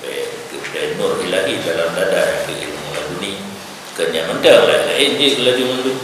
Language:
Achinese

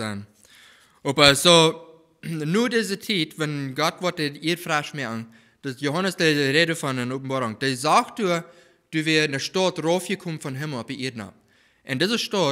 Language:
Plautdietsch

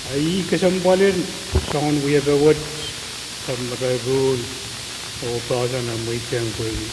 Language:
Pohnpeian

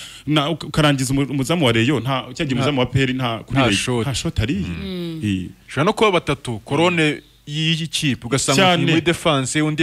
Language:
Kinyarwanda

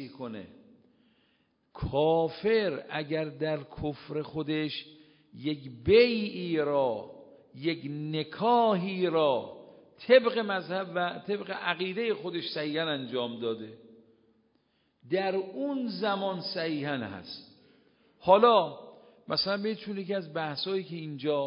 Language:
Persian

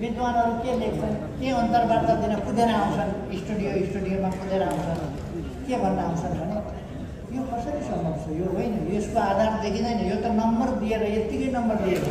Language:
Nepali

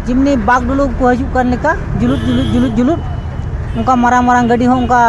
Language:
Santali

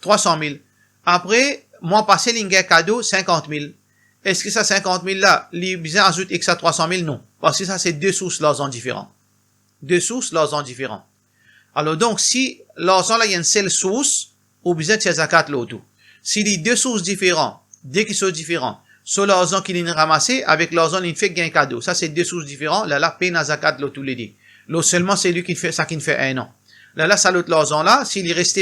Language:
Morisyen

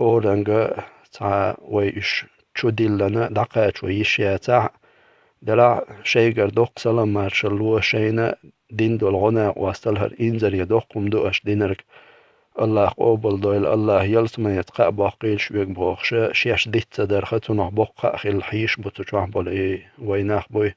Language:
Chechen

